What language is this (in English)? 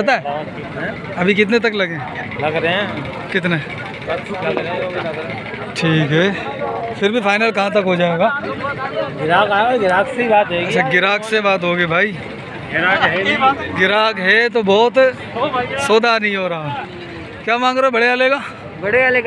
Hindi